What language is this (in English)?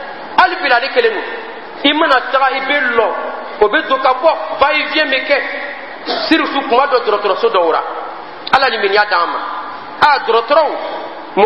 Dyula